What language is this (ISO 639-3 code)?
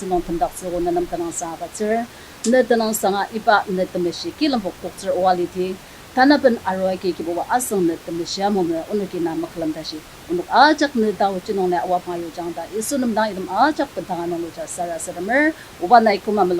njo